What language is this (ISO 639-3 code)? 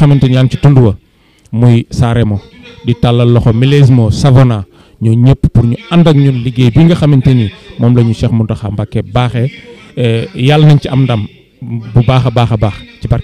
wol